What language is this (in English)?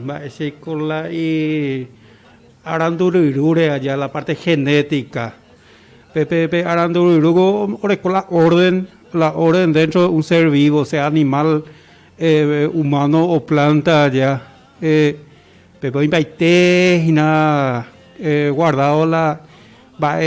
Guarani